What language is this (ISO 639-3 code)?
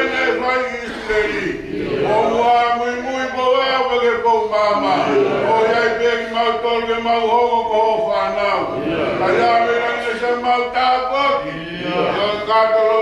ton